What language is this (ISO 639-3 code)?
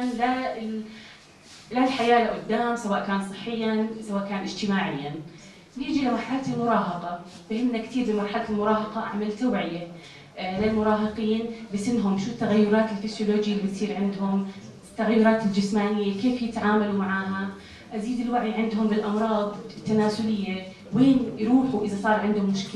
apc